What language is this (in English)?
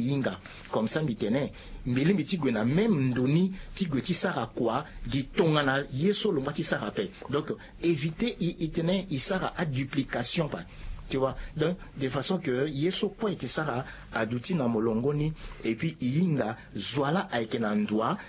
Sango